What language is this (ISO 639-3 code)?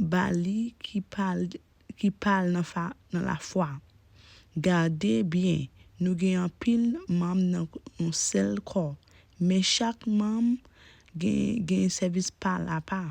hat